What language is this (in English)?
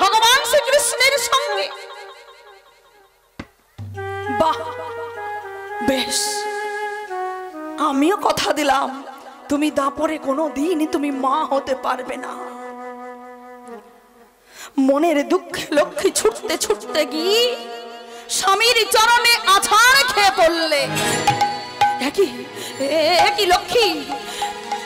Bangla